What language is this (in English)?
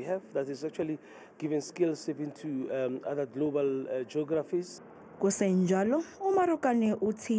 Zulu